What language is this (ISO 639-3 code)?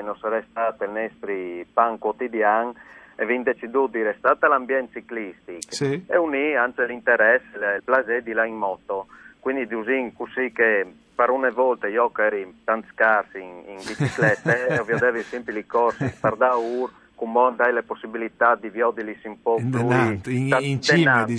fur